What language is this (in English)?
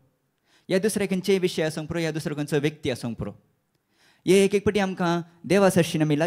Konkani